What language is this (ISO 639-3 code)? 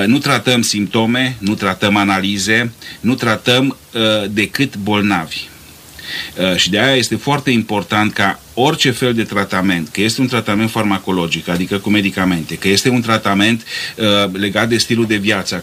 ron